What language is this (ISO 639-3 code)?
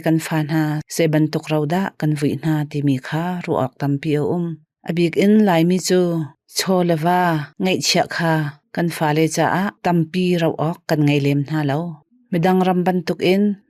cnh